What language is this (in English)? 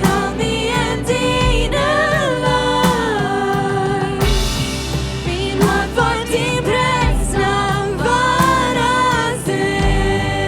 Plautdietsch